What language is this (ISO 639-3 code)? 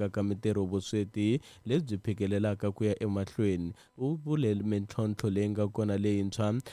tso